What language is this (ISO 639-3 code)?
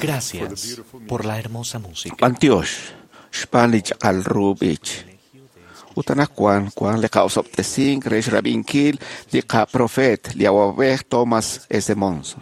kek